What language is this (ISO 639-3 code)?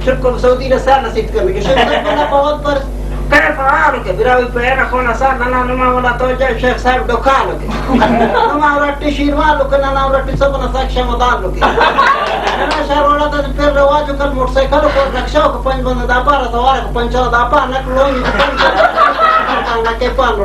brh